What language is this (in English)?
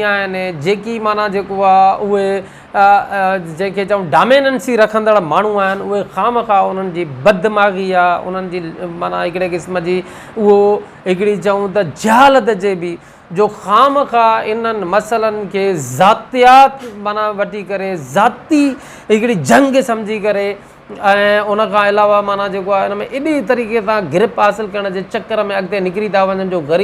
Sindhi